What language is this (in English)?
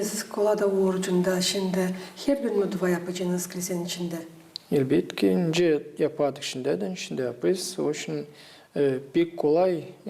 Gagauz